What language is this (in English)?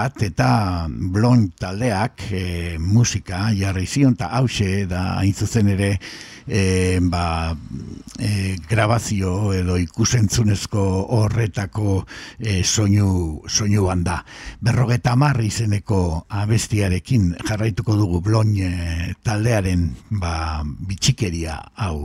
Basque